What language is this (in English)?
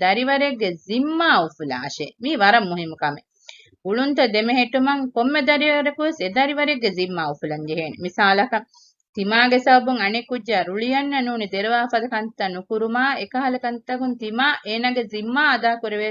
Divehi